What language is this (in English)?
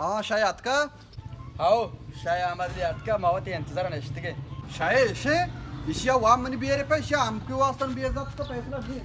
Baluchi